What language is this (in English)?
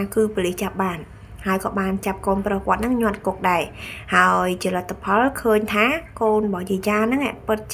Khmer